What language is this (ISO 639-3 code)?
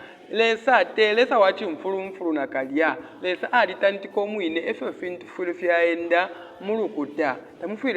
bem